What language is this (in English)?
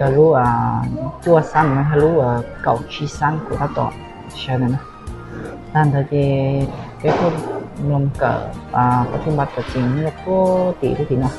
Hmong